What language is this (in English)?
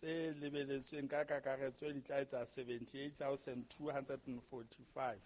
Southern Sotho